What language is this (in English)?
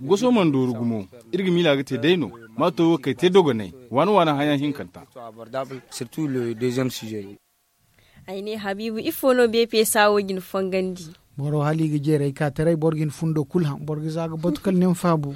Zarma